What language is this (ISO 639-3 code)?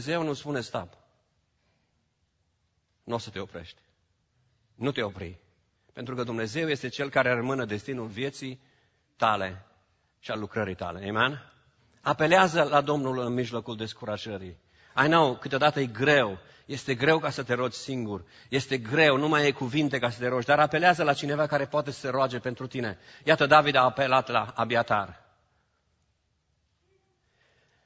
ron